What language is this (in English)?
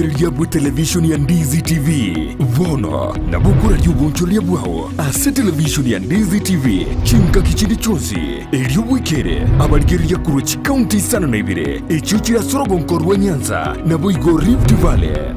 Gusii